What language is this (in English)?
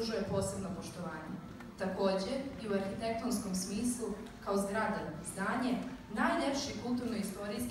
Serbian